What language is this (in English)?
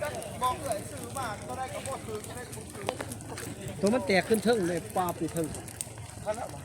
Northeastern Thai